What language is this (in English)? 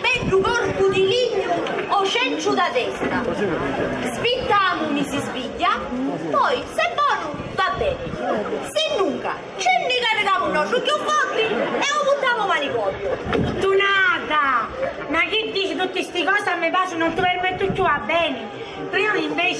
Sicilian